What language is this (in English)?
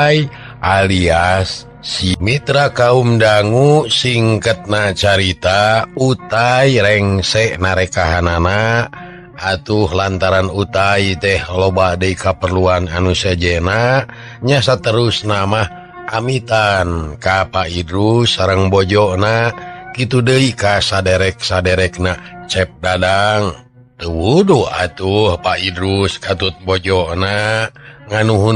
Sundanese